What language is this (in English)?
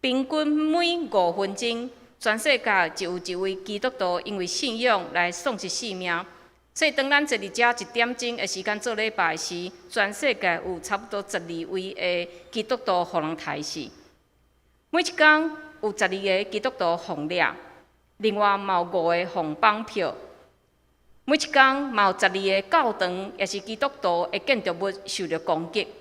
Min Nan Chinese